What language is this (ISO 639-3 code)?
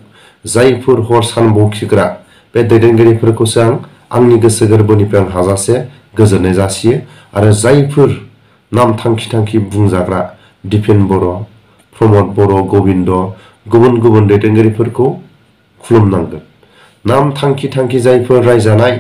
brx